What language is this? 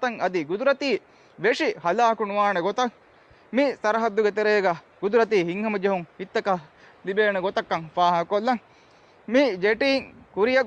Divehi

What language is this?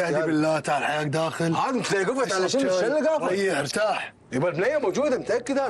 Gulf Arabic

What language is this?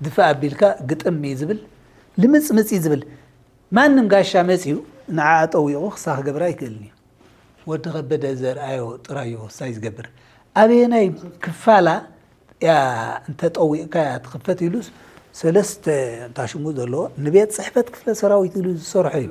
Tigrinya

